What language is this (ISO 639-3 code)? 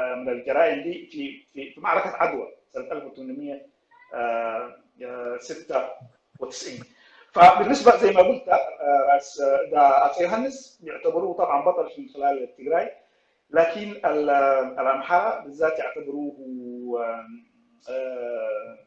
apd